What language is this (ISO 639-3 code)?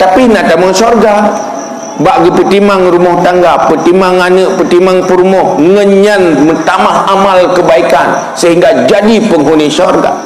ace